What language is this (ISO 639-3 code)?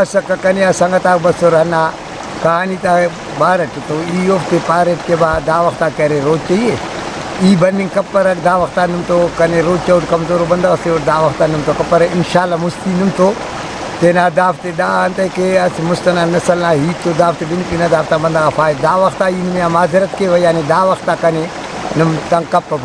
brh